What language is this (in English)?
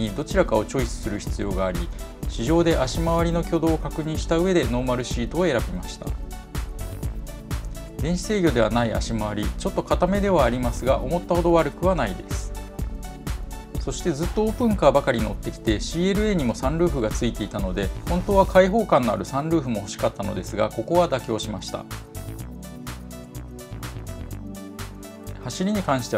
Japanese